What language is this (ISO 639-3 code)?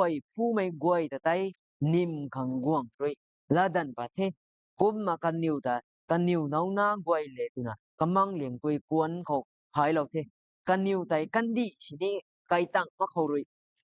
nbu